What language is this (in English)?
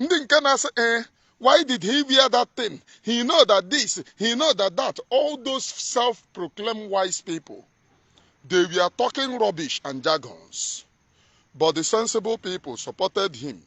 Igbo